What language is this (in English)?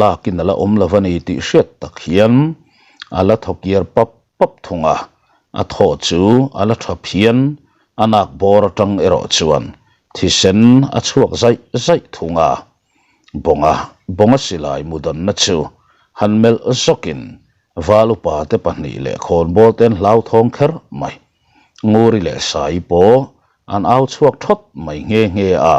Mizo